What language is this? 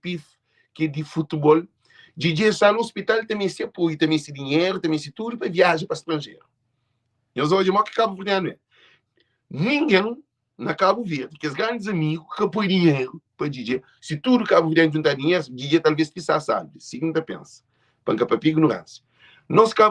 Kabuverdianu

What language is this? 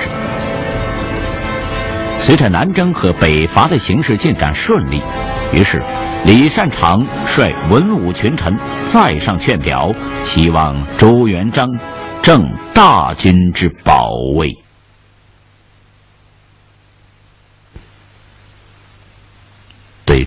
Chinese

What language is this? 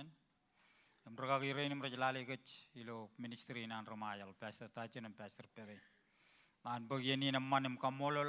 Marshallese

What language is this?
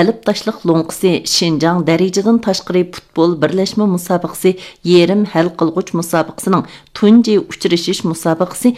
Uyghur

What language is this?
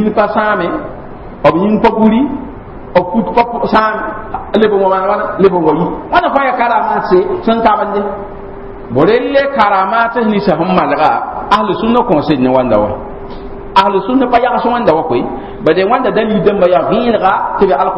Mossi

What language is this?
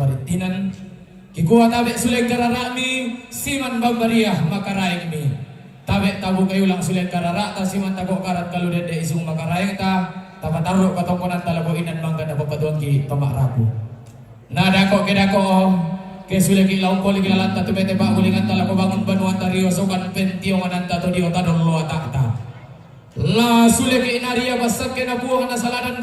Toraja-Sa'dan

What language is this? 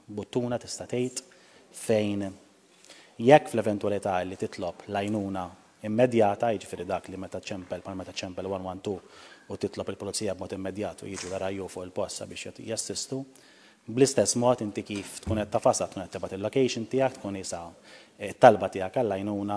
Maltese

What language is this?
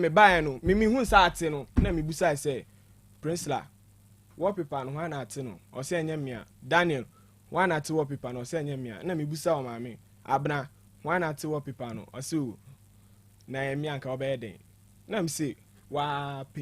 Akan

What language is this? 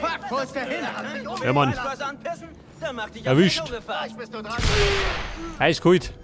Bavarian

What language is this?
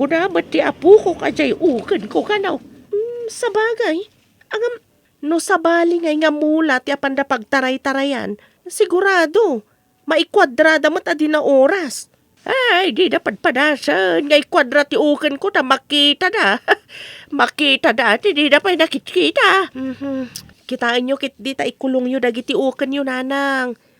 Iloko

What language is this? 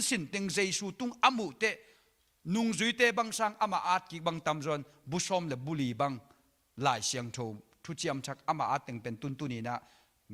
Tedim Chin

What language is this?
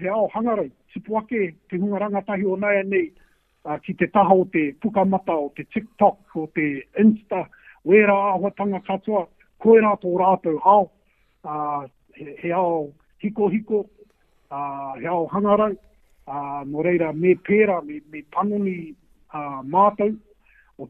Māori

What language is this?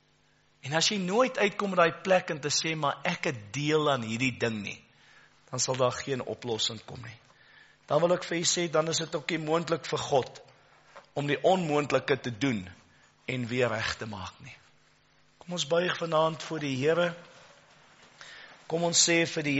Afrikaans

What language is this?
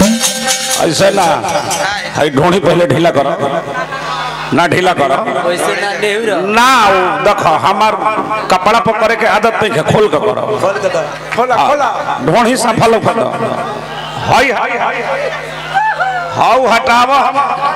Bhojpuri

